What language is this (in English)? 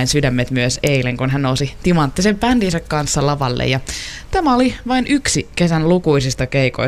Finnish